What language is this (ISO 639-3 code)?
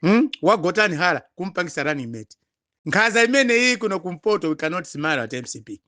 nya